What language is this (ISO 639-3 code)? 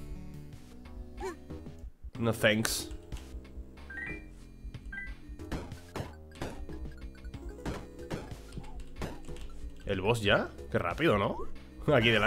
spa